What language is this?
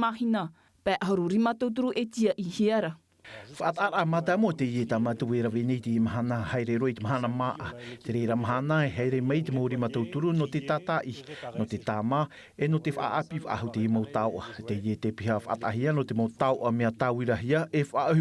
Tahitian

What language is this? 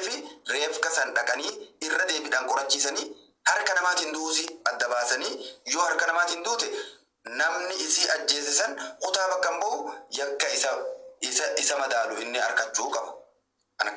Oromo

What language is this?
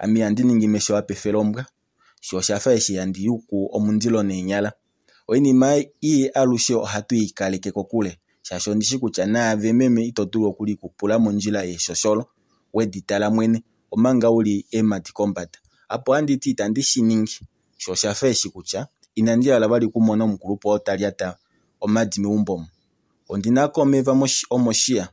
Kuanyama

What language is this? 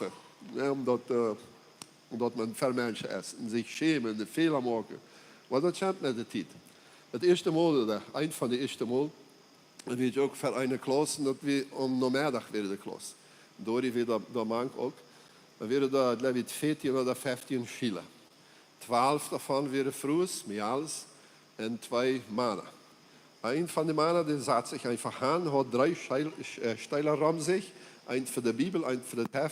Plautdietsch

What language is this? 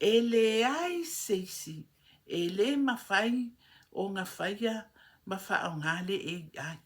Samoan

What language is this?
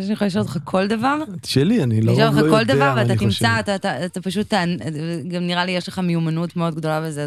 Hebrew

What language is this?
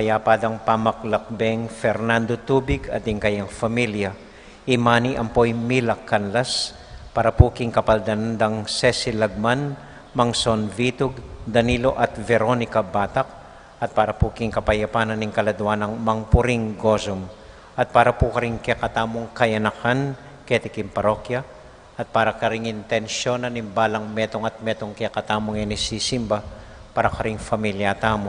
Pampanga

